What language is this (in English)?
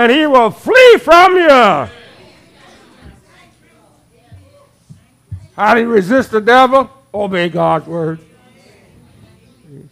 English